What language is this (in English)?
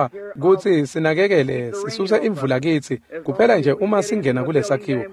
Swati